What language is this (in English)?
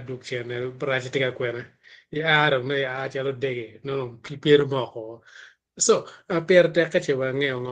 Acoli